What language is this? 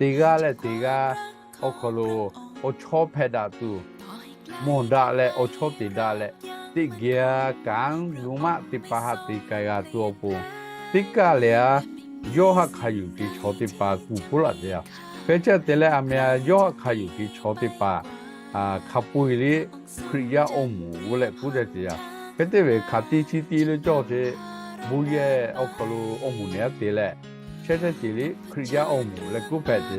Lahu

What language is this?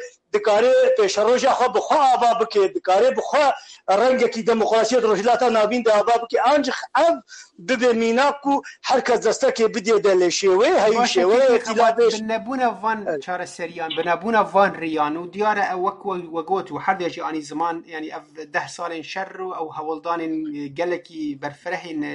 Kurdish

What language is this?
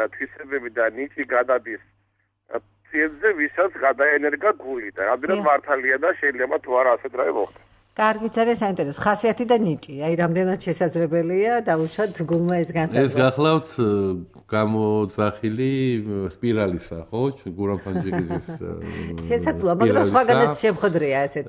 Georgian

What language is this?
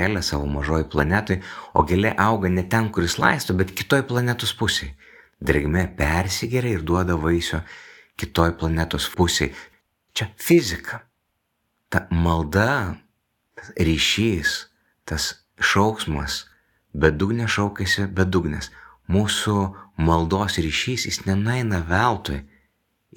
Lithuanian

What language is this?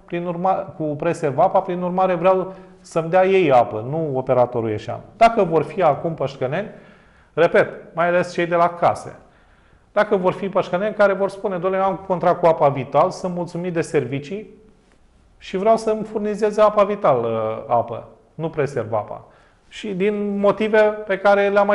Romanian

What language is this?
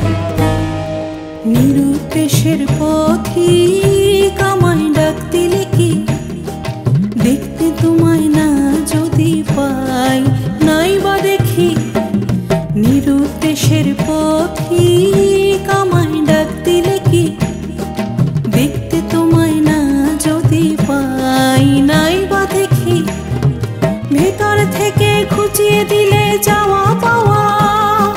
Bangla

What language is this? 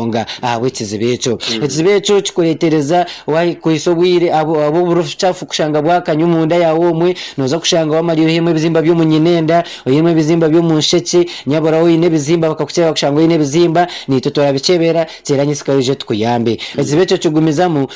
Nyankole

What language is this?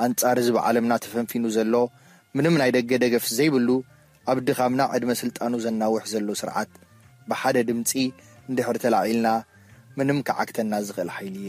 Tigrinya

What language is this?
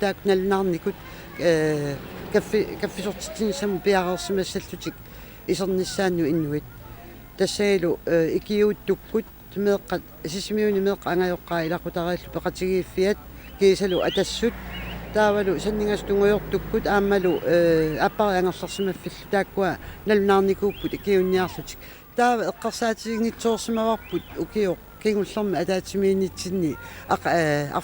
Kalaallisut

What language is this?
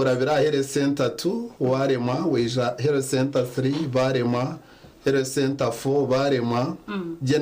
Nyankole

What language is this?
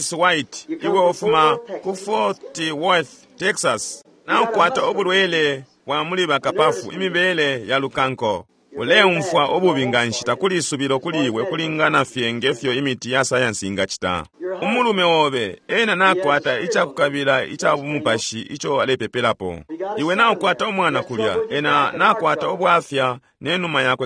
Bemba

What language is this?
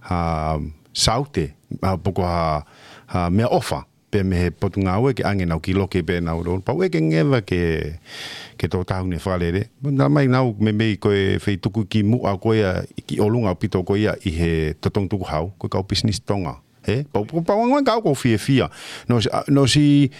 Tongan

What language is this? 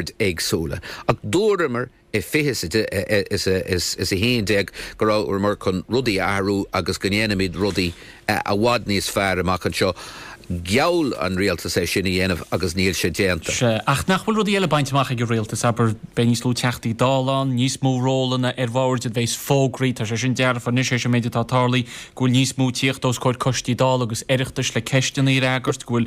Irish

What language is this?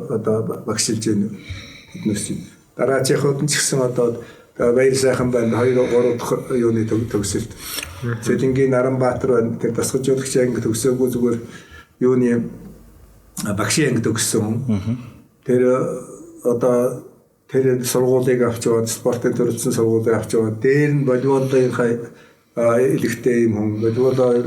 Mongolian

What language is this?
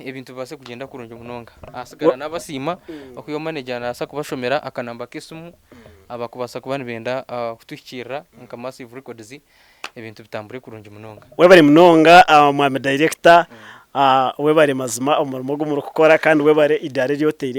Nyankole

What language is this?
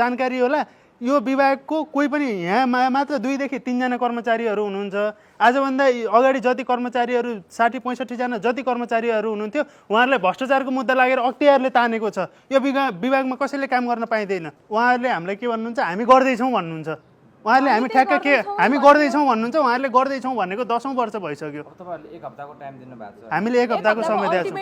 Nepali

